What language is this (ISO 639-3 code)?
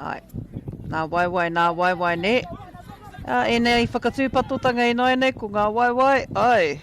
mri